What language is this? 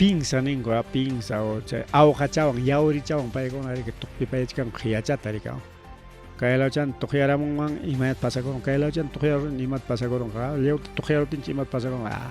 Ayacucho Quechua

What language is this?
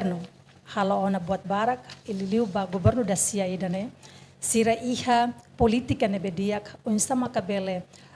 Tetum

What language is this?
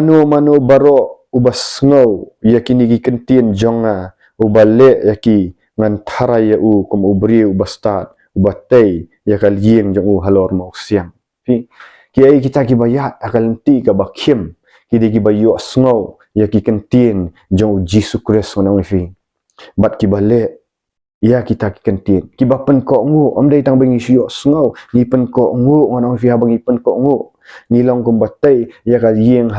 Khasi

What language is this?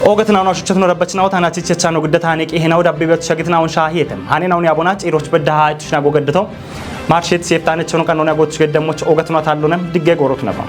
Kafa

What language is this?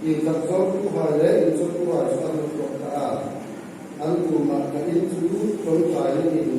Hmar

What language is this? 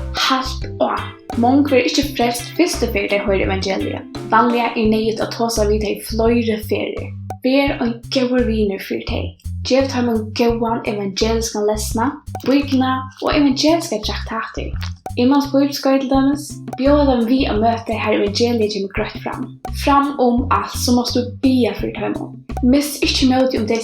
Faroese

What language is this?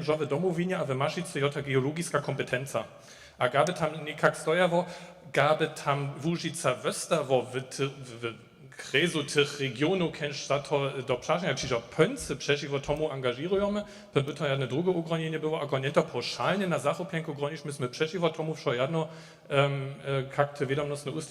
Upper Sorbian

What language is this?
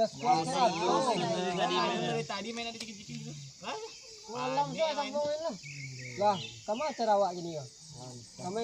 Minangkabau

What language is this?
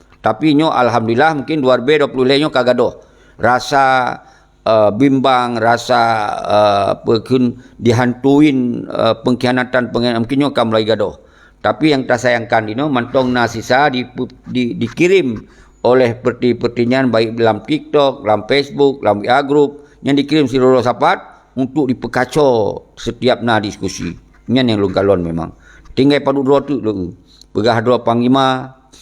Achinese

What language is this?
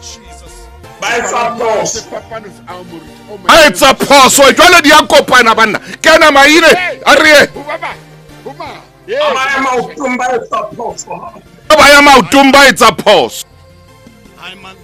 Southern Sotho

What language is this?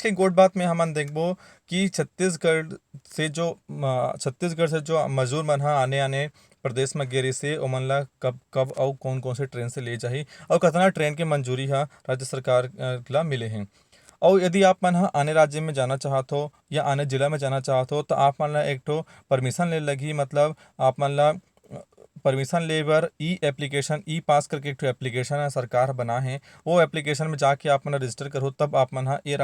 Chhattisgarhi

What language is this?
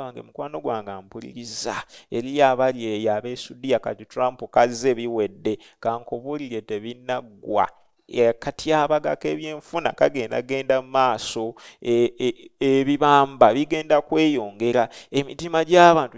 Ganda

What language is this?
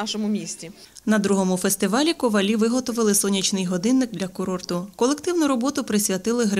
Ukrainian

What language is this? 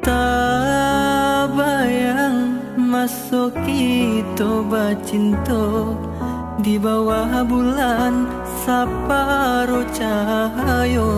Minangkabau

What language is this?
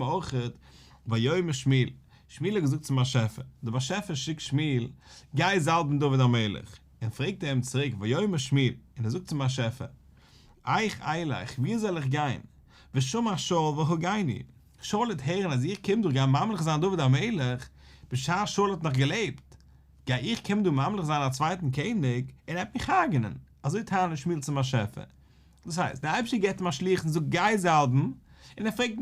Yiddish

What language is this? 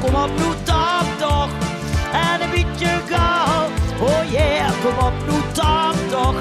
Limburgish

